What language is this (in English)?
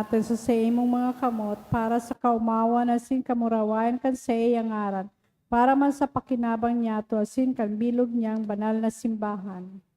Bikol